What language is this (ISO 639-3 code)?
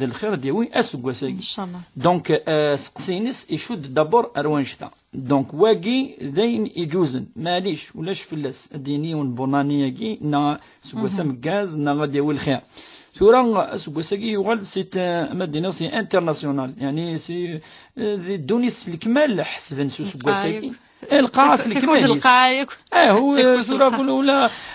kab